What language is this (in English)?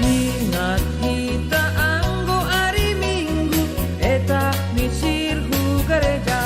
Batak Simalungun